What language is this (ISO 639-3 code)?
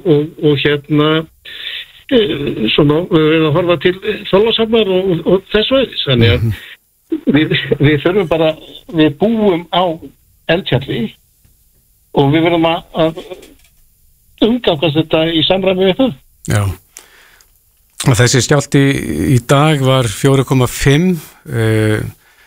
isl